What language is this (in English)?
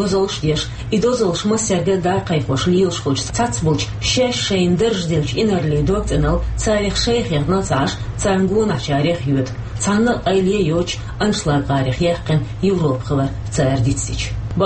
Chechen